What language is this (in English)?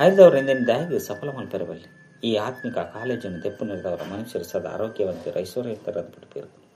Tulu